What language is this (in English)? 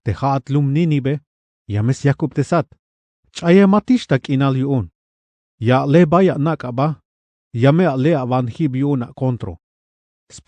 Tzeltal